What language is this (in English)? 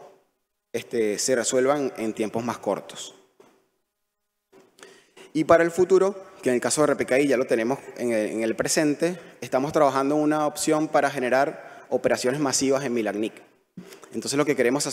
Spanish